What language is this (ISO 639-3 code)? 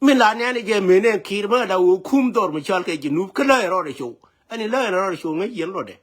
nus